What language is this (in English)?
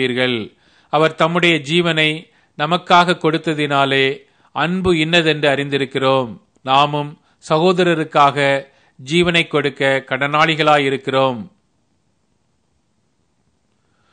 Tamil